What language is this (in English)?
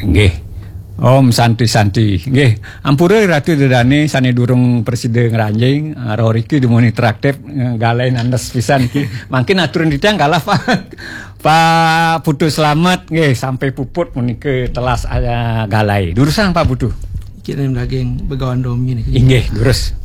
Balinese